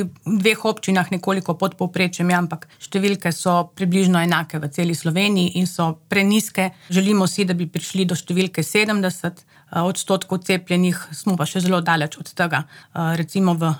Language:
Slovenian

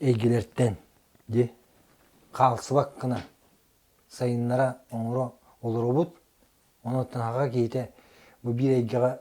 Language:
Yakut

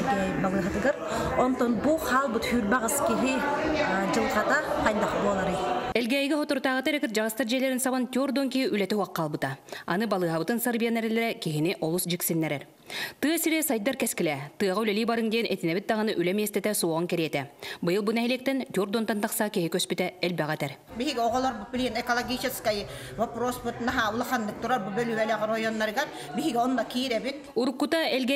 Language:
Yakut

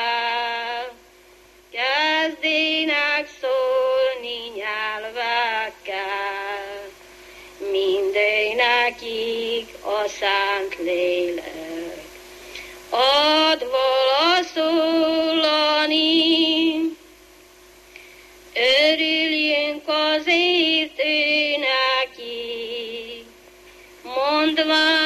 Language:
Hungarian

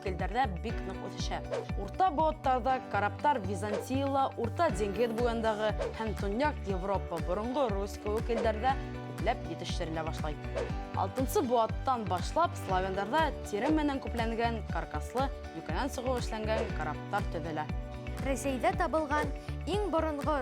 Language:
Bashkir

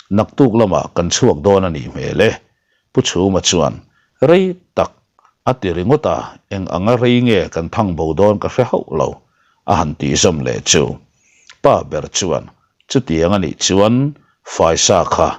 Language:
Mizo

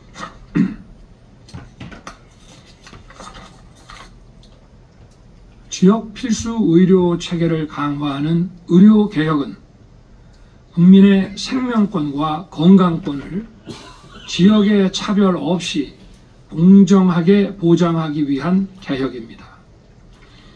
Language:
Korean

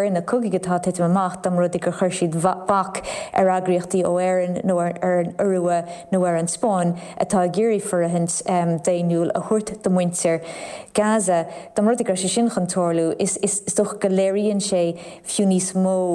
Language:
Irish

